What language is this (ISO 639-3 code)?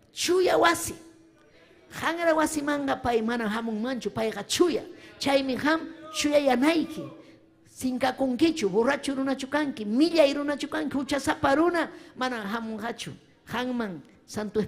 quy